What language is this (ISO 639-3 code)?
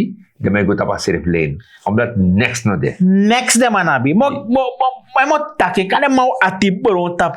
srn